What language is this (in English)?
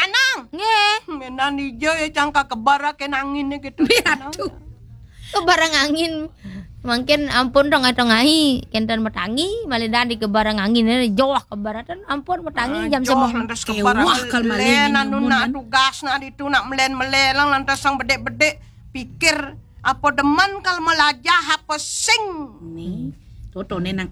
Balinese